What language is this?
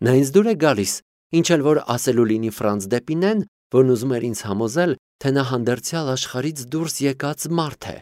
Armenian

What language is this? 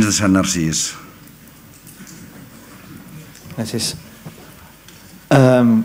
Catalan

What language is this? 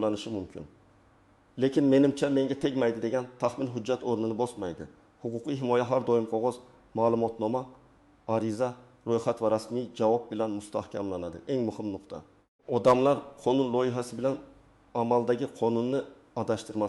Uzbek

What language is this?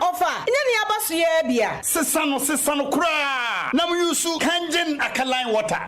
Akan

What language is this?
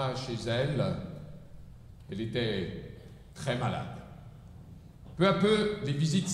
French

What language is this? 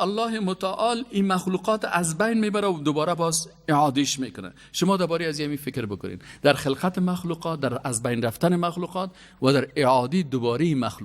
Persian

